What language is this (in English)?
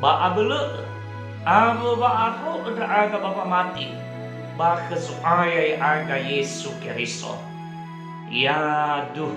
Nias